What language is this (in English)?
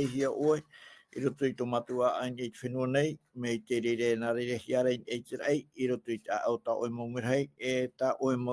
Tahitian